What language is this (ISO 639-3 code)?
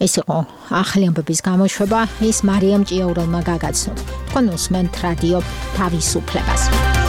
kat